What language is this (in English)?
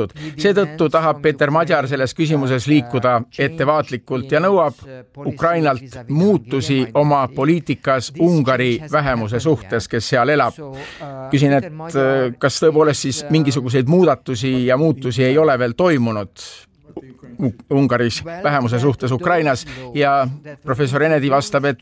Estonian